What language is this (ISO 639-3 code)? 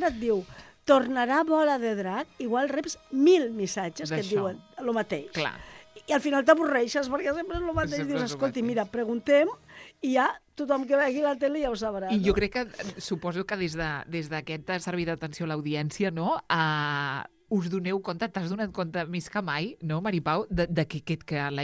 cat